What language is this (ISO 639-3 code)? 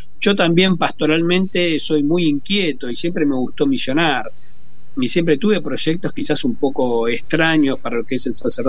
spa